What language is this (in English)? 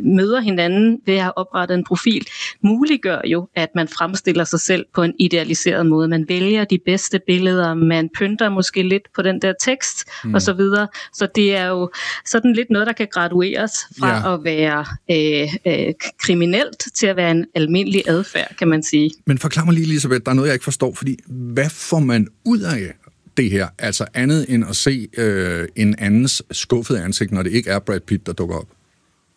Danish